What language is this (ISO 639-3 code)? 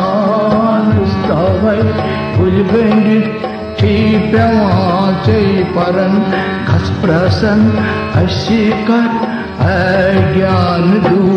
kas